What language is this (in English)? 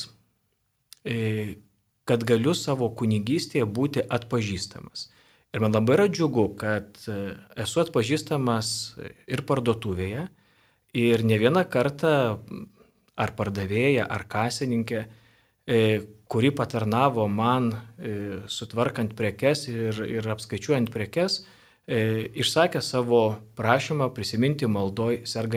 Lithuanian